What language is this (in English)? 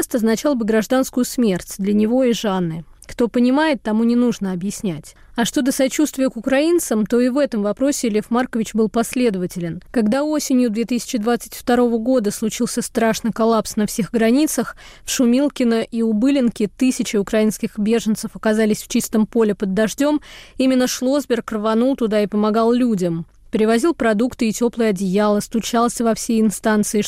Russian